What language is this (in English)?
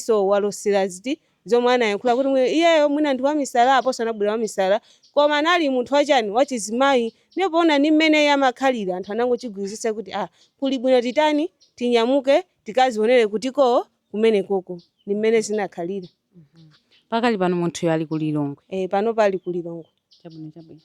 Nyanja